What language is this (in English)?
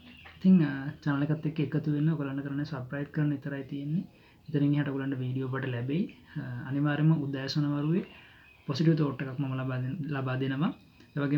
Sinhala